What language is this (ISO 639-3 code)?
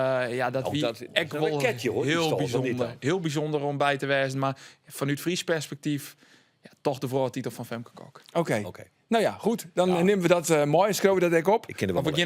fry